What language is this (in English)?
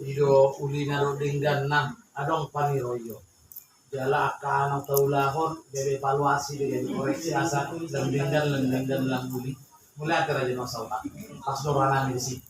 Batak Toba